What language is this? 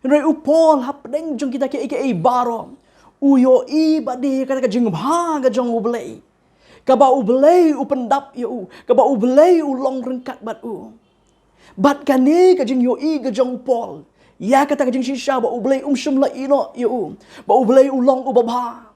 Khasi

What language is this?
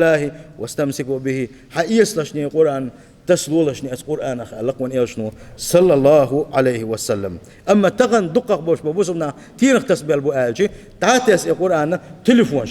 Chechen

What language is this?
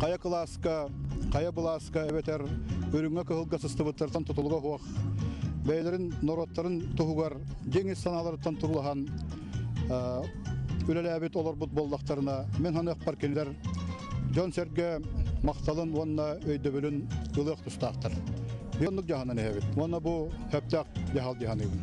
Yakut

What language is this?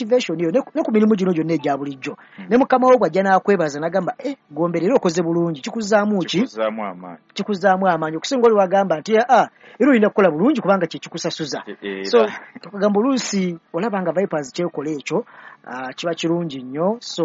Ganda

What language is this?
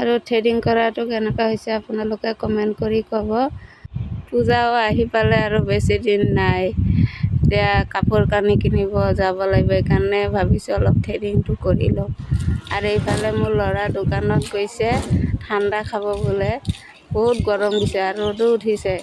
Assamese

